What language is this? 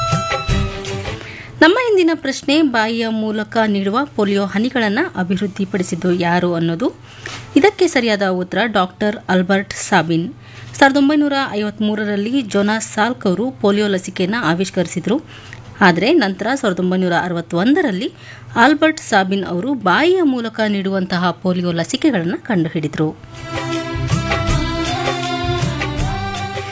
Kannada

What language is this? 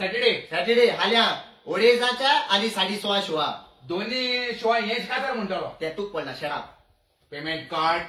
Konkani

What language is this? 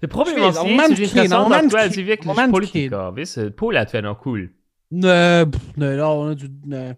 Luxembourgish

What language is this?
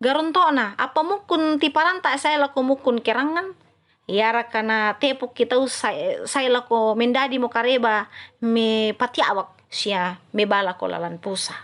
Toraja-Sa'dan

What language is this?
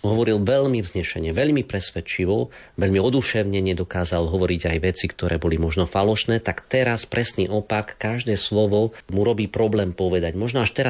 Slovak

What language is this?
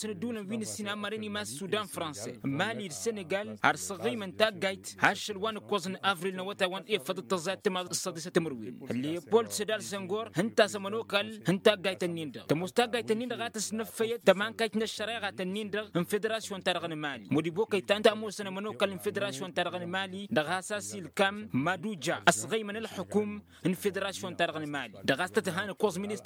Tamasheq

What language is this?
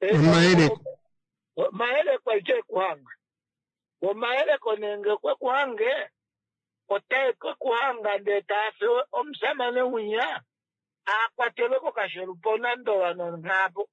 Kuanyama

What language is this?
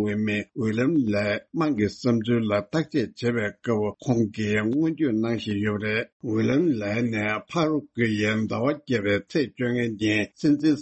Tibetan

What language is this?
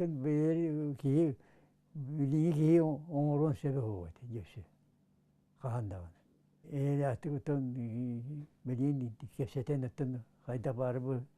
Yakut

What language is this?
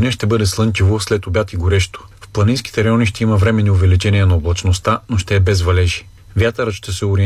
Bulgarian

